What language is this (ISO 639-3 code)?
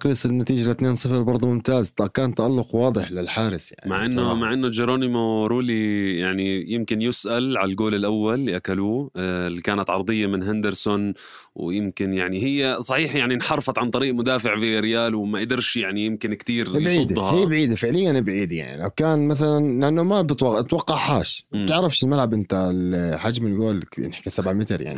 apc